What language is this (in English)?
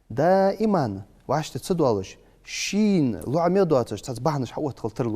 Ingush